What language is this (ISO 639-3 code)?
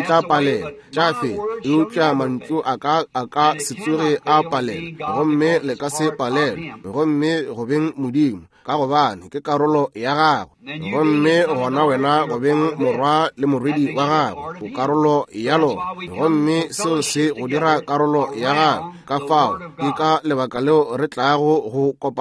nso